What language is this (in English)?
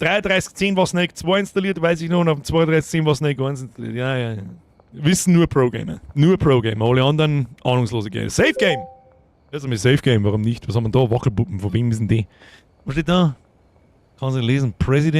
Bavarian